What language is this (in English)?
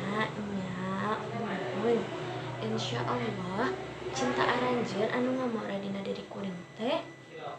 Sundanese